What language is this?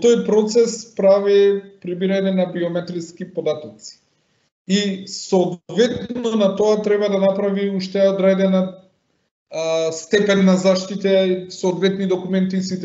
Macedonian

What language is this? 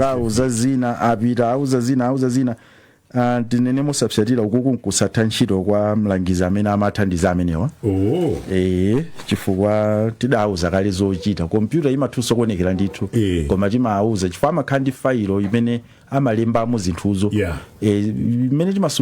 Nyanja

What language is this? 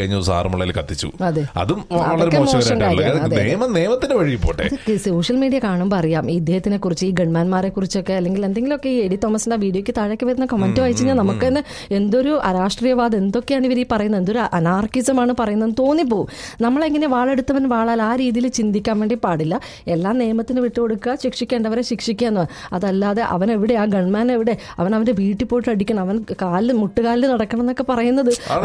Malayalam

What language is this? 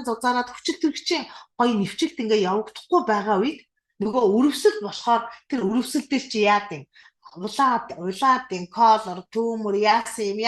Mongolian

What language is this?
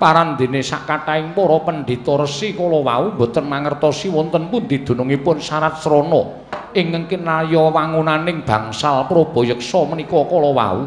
Javanese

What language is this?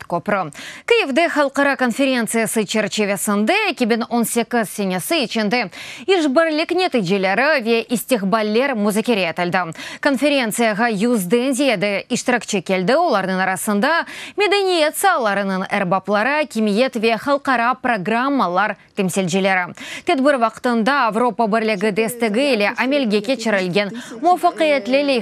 Crimean Tatar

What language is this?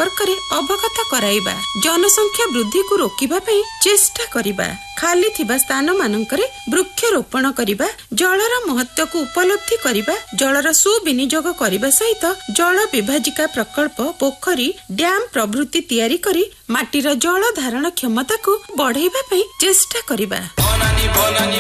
Odia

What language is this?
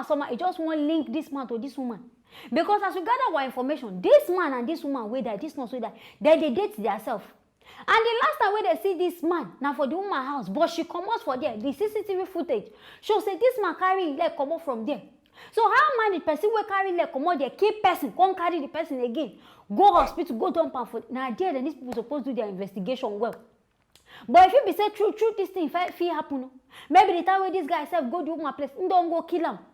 Nigerian Pidgin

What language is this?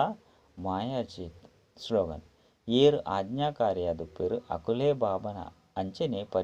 Tulu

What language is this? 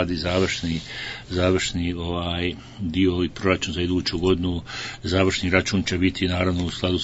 Bosnian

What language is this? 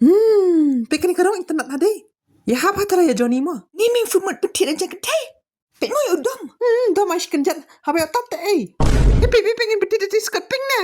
Khasi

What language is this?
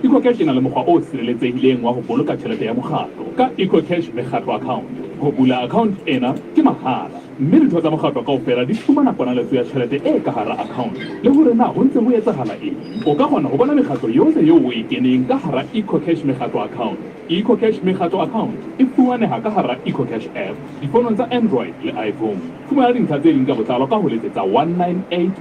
Southern Sotho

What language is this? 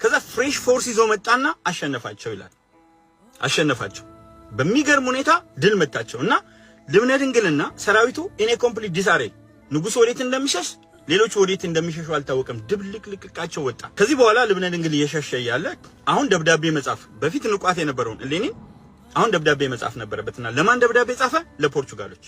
Amharic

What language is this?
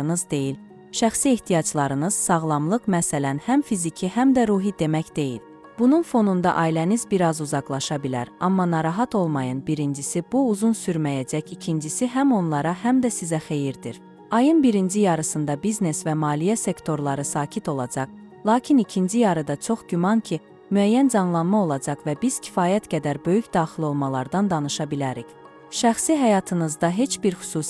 Azerbaijani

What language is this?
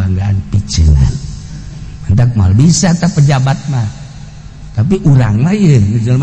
Sundanese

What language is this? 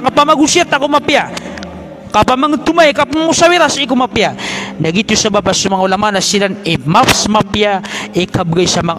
Maranao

